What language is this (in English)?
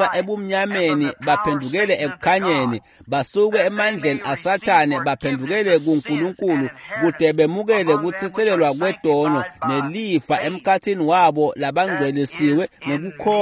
Swati